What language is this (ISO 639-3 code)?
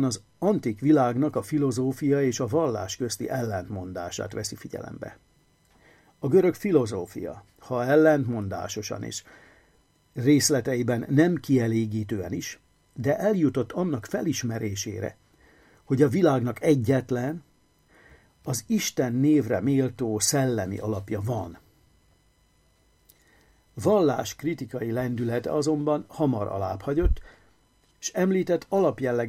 hun